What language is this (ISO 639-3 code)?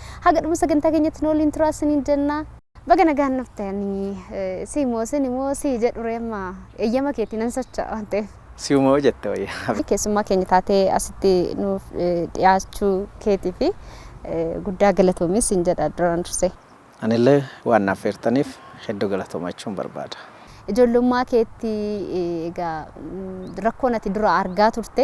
orm